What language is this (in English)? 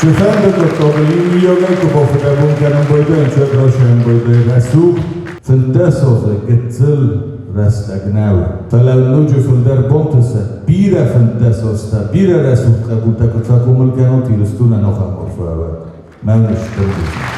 Ossetic